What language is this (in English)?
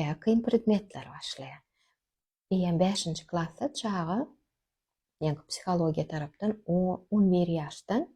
Turkmen